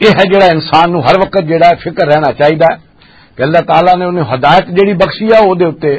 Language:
Western Panjabi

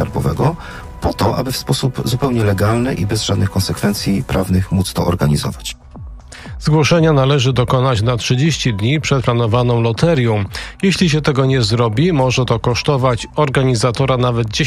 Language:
Polish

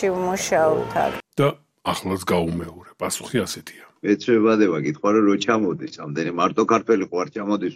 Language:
Georgian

